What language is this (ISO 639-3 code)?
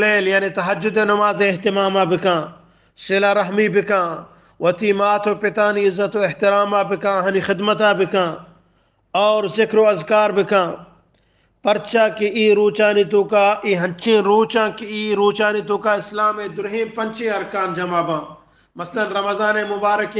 bgp